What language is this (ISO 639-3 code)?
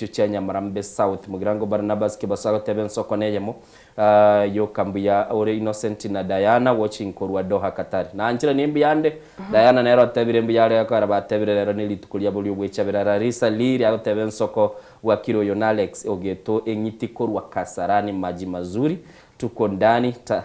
guz